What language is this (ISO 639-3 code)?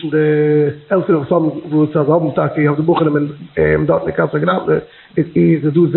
yid